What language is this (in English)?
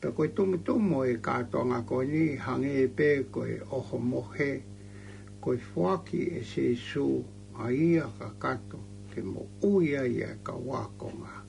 Tongan